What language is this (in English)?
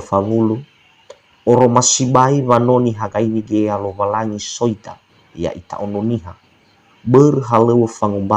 Nias